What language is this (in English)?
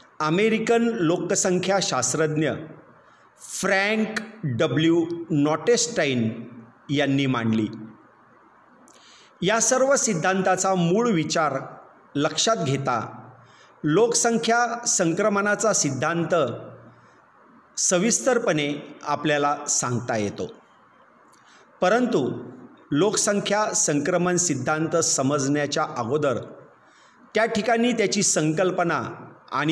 Marathi